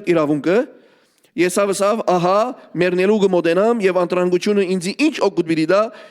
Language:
Western Armenian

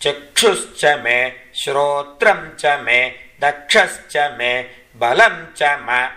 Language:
Sanskrit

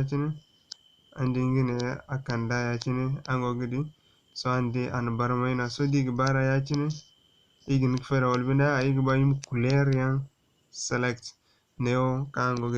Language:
Zarma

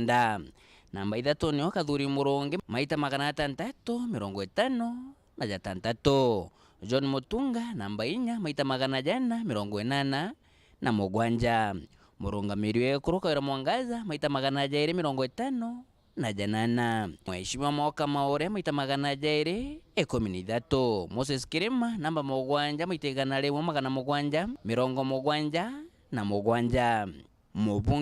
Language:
Meru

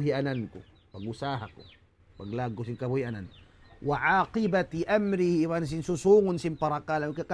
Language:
Tausug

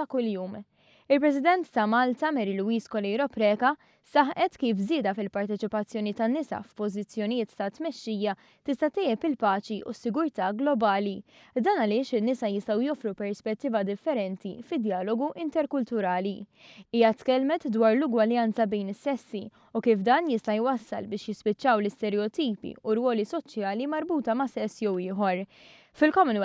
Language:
Maltese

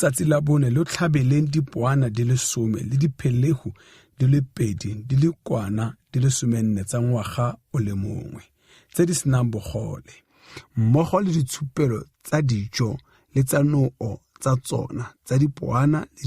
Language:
Tswana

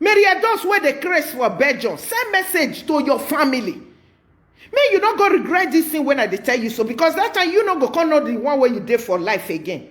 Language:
Nigerian Pidgin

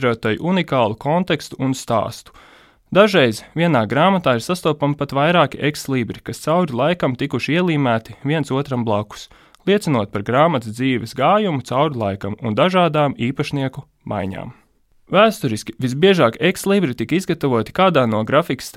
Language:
Latvian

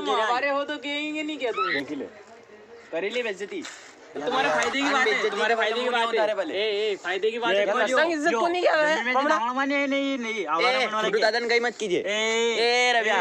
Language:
Rajasthani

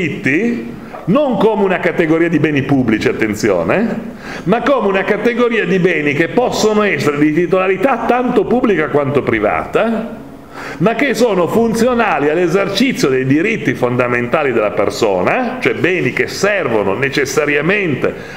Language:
Italian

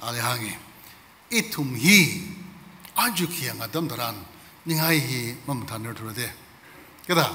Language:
Tangkhul Naga (India)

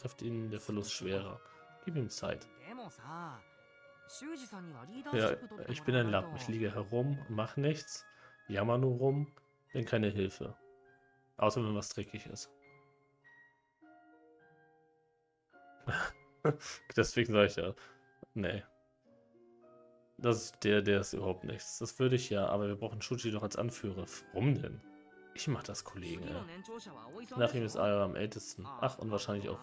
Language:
German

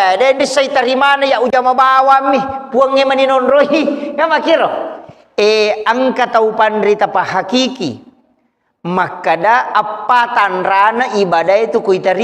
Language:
Buginese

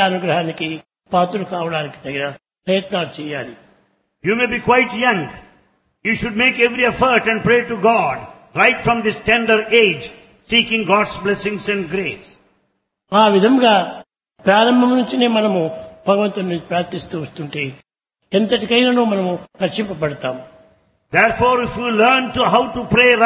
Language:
Telugu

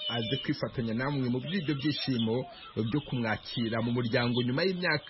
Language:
Kinyarwanda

